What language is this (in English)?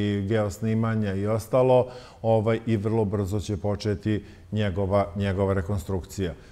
Serbian